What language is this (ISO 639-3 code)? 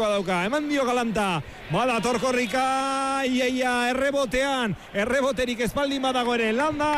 eus